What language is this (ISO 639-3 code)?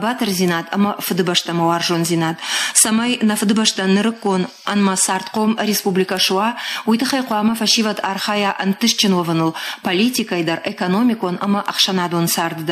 oss